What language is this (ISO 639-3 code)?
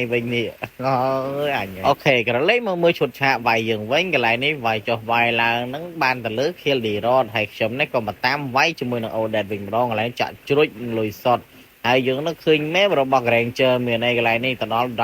khm